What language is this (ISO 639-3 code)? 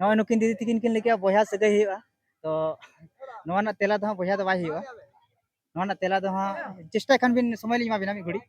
sat